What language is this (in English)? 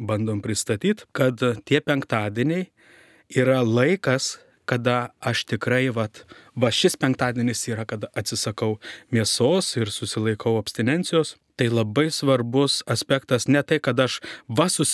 Lithuanian